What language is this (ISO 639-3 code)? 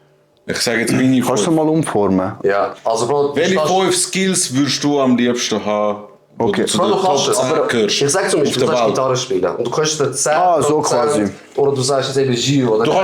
gsw